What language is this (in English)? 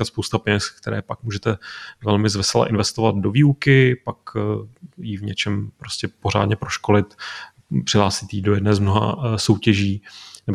Czech